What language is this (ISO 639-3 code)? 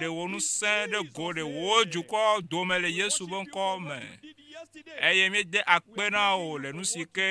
ewe